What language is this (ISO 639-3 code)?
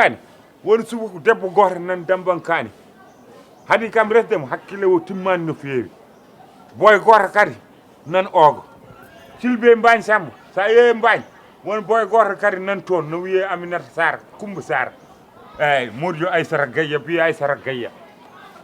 ful